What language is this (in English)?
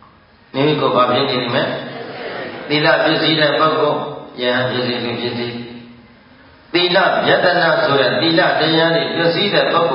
Burmese